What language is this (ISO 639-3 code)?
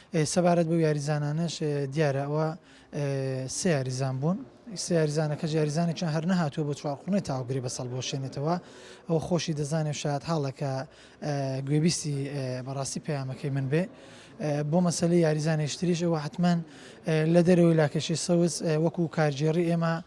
ckb